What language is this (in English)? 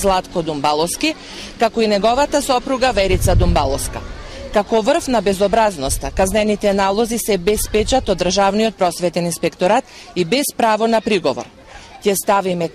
Macedonian